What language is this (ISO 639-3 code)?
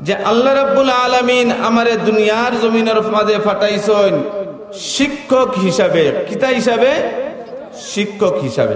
syl